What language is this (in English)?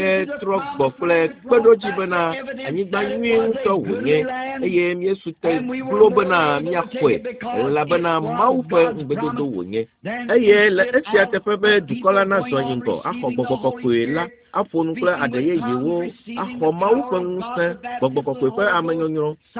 Ewe